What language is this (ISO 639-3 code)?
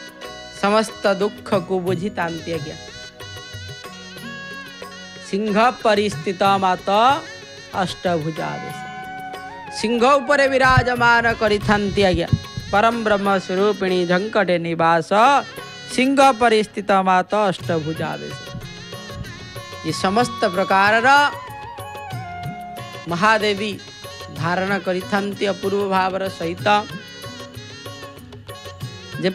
ori